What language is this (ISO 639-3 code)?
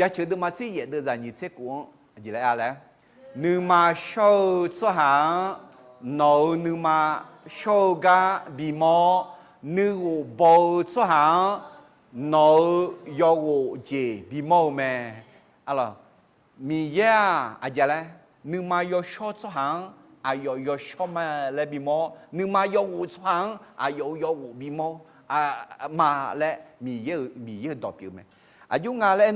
ahk